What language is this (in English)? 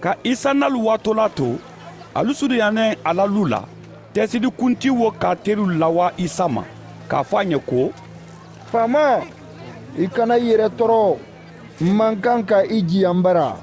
Mandingo